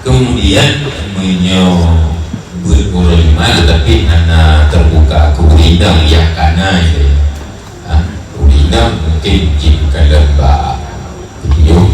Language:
Achinese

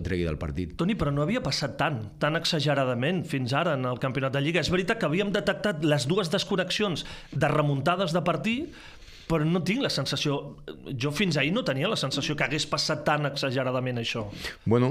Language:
Catalan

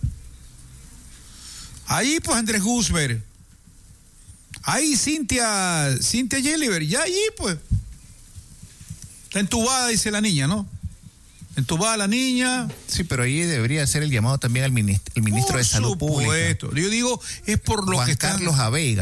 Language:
Spanish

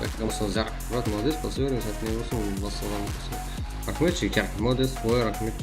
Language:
Kara-Kalpak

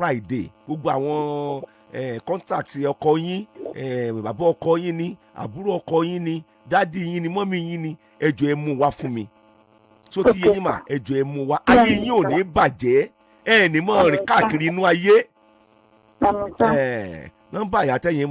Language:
Yoruba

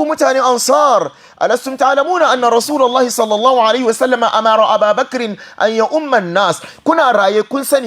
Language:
Hausa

